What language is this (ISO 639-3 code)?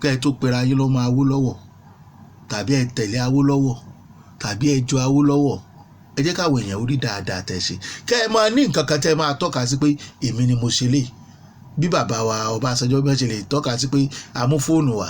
yor